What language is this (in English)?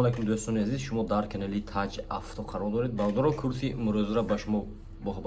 Tajik